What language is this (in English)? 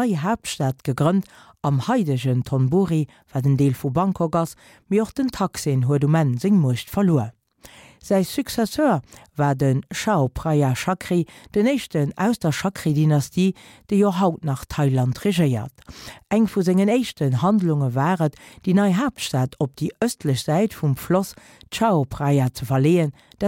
Luxembourgish